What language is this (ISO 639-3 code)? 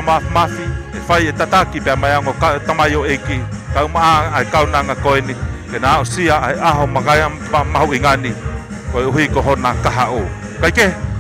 ton